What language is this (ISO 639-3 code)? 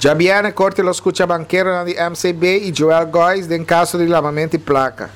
pap